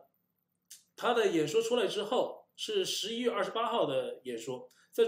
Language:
Chinese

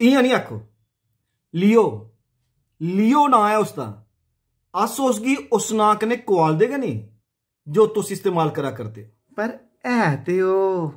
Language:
Dogri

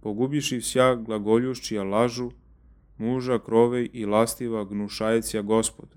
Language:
Church Slavic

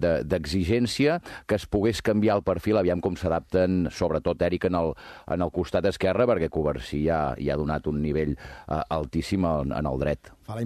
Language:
Catalan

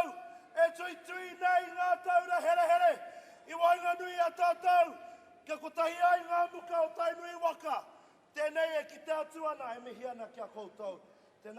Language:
Māori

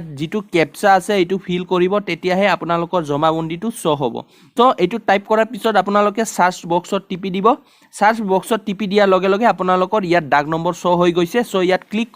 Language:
Assamese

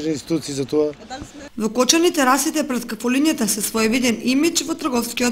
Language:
Macedonian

